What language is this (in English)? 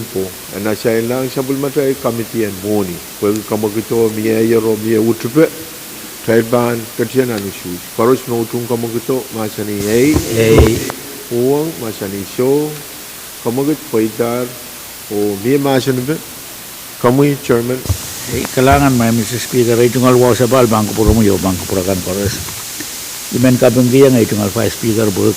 Pohnpeian